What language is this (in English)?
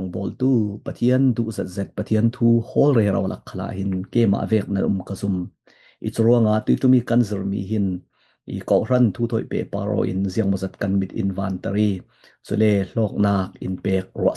Falam Chin